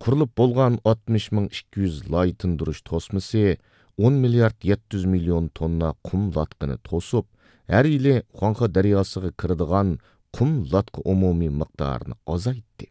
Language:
Uyghur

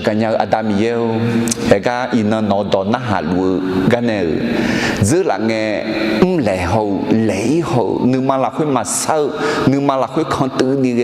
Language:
Akha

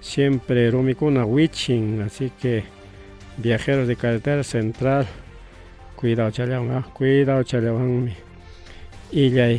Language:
Ayacucho Quechua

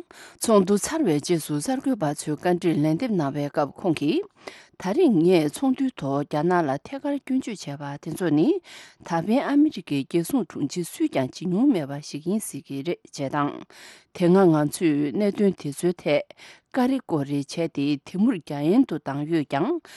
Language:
Tibetan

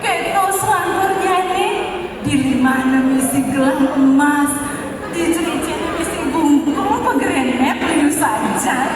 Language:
Balinese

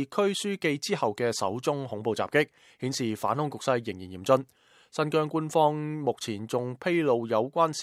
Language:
Cantonese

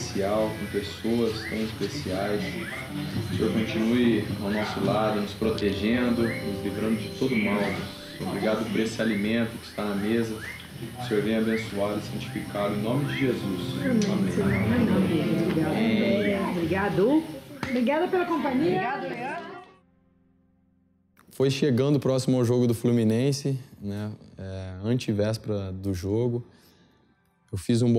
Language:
Portuguese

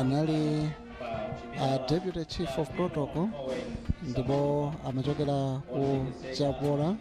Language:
Nyanja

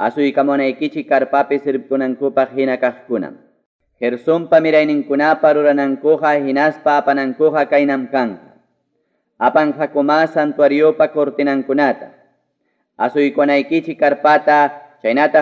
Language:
Ayacucho Quechua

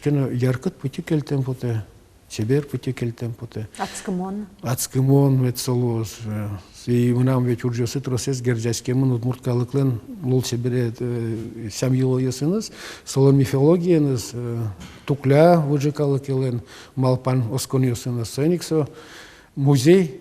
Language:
Udmurt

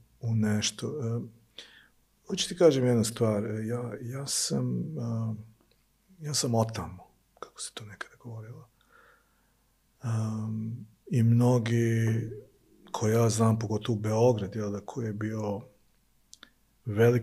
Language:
Serbian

